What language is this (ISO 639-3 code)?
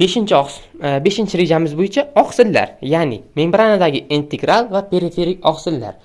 uzb